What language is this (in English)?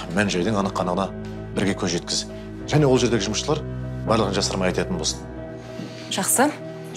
Kazakh